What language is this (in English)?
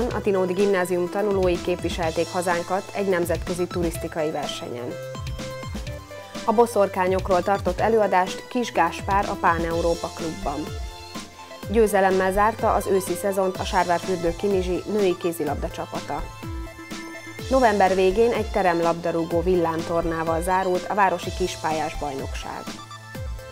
Hungarian